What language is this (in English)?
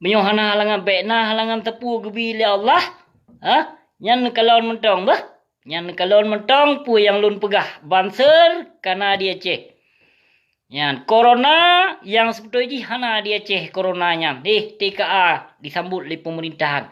Achinese